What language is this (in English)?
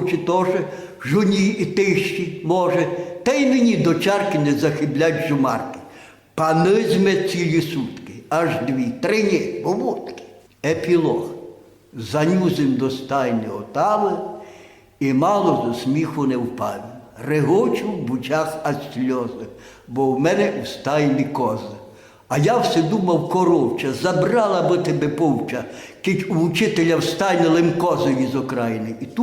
Rusyn